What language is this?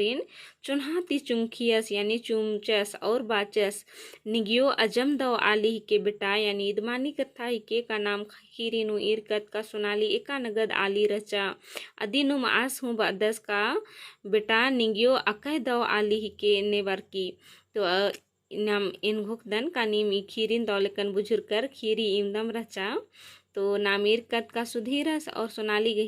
Kurukh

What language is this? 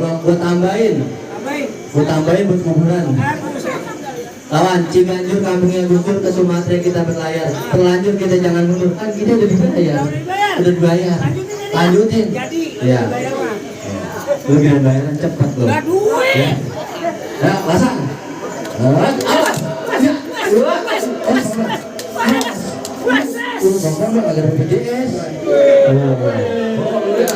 Betawi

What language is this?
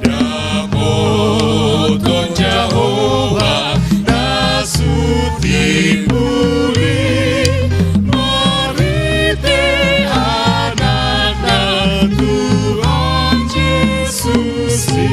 Batak Toba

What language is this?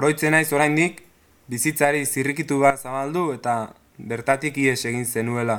Basque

